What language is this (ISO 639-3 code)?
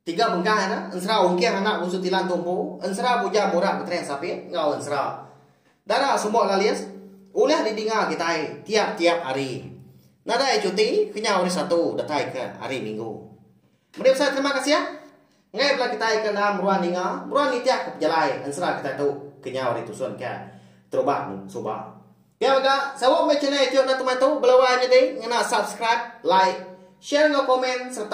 iba